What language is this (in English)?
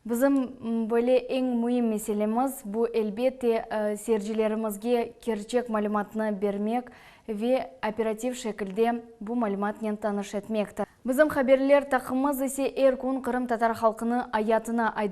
Crimean Tatar